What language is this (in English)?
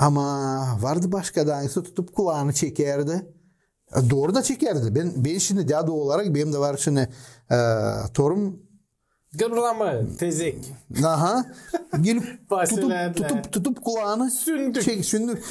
Gagauz